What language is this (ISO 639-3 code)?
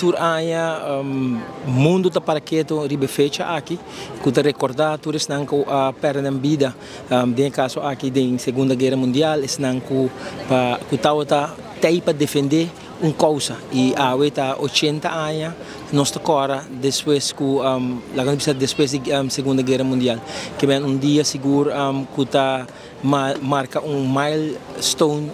pap